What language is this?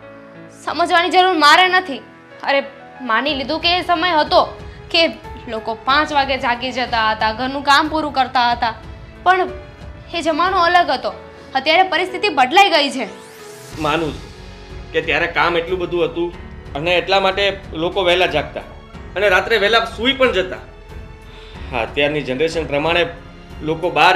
Gujarati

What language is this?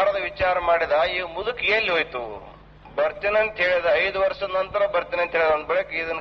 Kannada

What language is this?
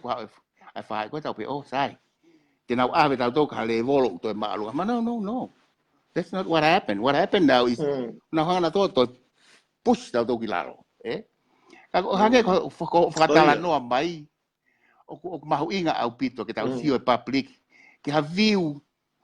Tongan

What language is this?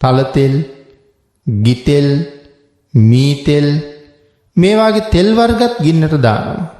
Sinhala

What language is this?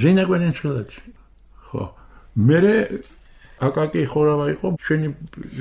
Georgian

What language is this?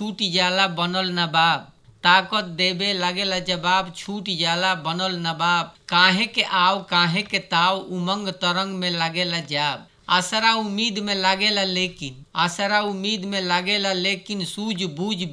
Bhojpuri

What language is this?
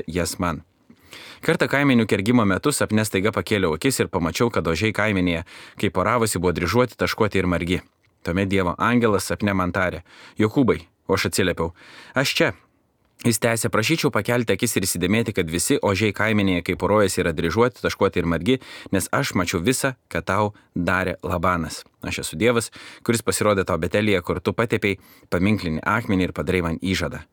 Lithuanian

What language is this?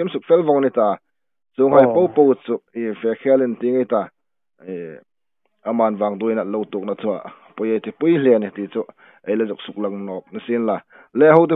Hmar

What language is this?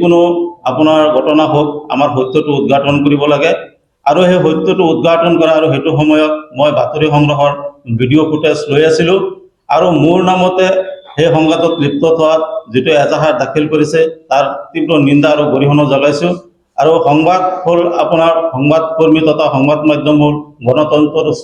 Assamese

